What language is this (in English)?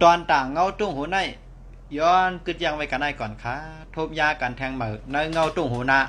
Shan